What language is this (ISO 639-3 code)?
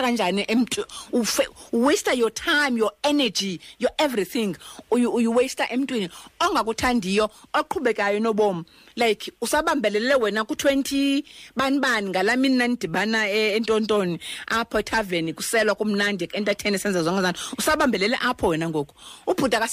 xho